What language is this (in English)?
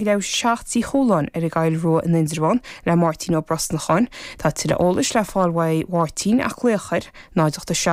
Irish